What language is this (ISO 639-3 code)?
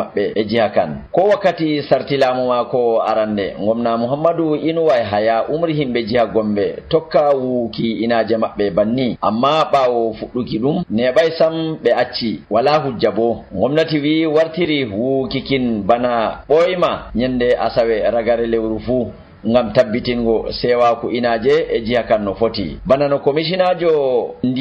fuv